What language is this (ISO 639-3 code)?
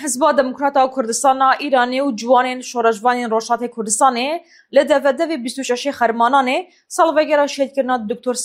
kur